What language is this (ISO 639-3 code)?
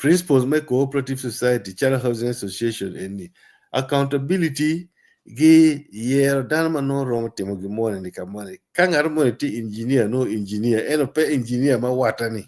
ach